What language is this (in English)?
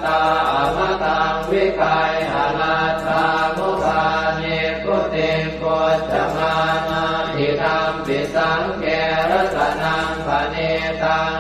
Pali